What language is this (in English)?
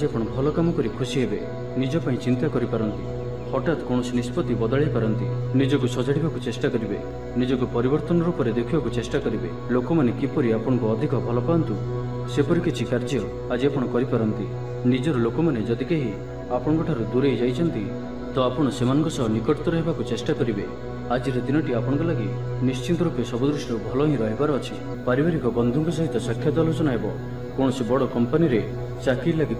Odia